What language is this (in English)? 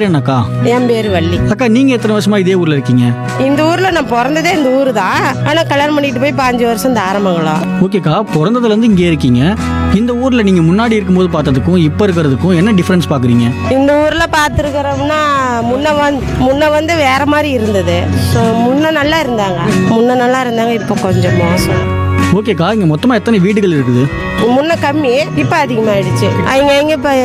Tamil